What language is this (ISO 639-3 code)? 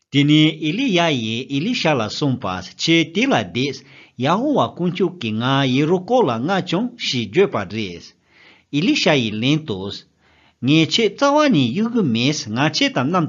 bod